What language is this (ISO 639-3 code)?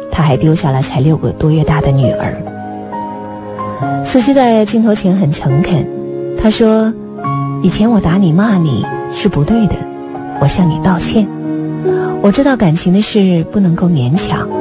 zho